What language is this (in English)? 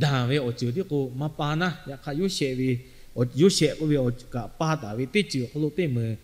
Lahu